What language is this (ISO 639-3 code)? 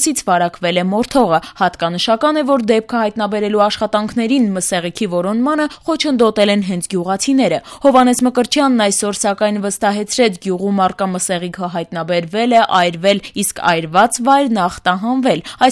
hye